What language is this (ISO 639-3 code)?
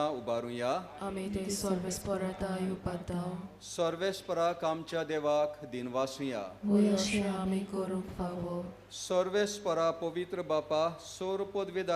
kok